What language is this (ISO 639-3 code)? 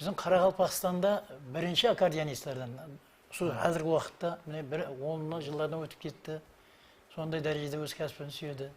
kaa